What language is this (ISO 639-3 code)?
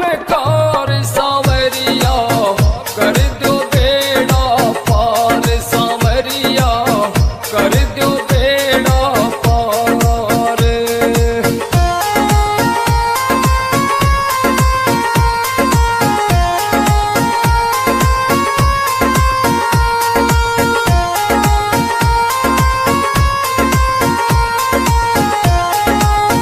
bgc